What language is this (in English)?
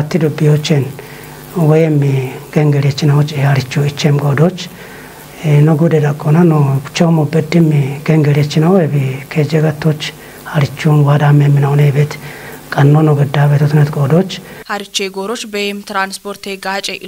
Kafa